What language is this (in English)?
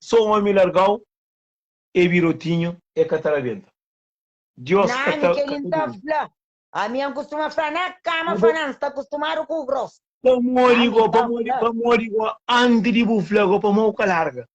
Kabuverdianu